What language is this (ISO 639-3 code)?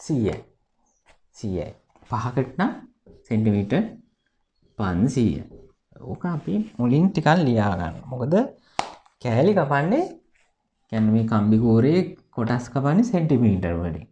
sin